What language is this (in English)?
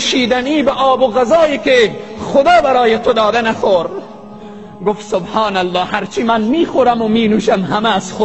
Tajik